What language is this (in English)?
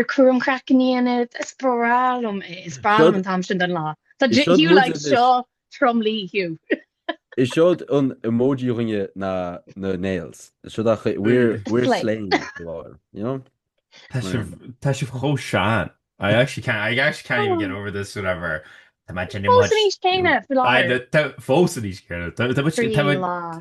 Irish